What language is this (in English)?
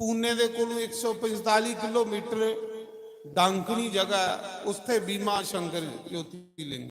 Dogri